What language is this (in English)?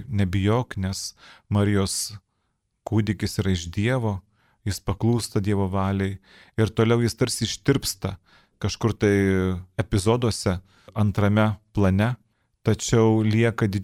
Lithuanian